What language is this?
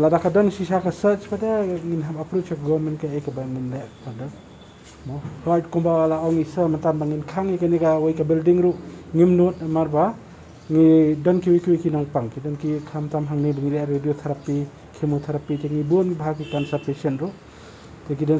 Khasi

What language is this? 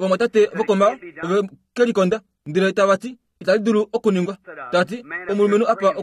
Kuanyama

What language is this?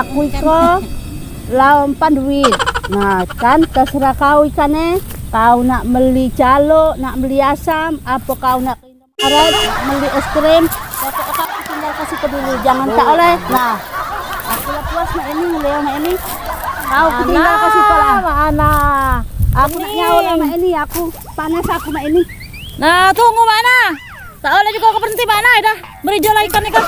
Musi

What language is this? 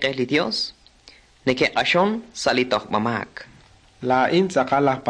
Kekchí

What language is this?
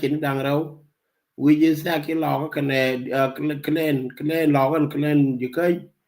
Nuer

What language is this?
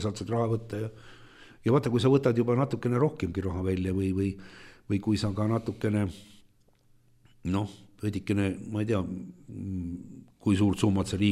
Estonian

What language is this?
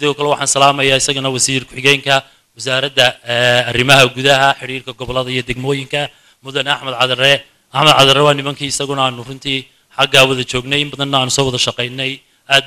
Somali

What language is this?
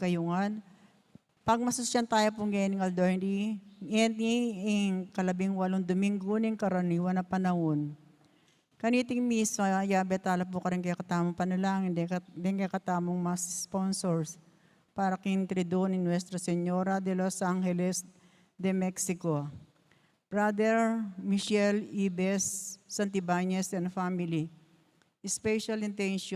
Pampanga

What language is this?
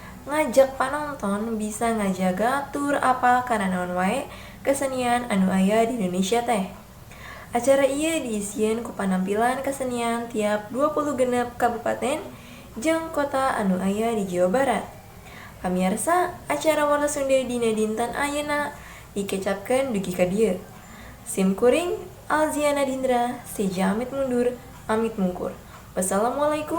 Sundanese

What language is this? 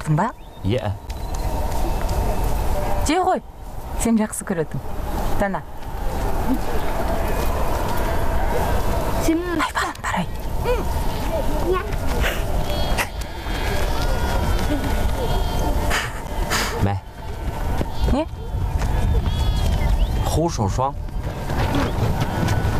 Kazakh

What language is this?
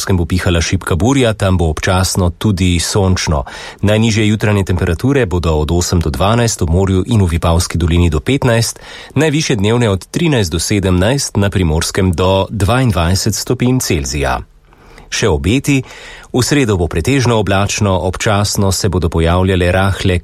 Slovenian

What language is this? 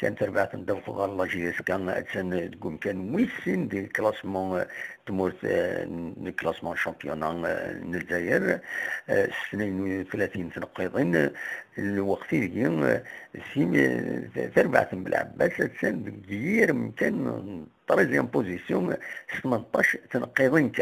Kabyle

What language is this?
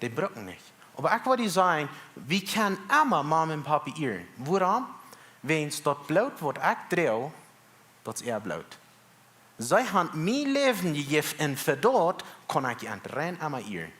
Plautdietsch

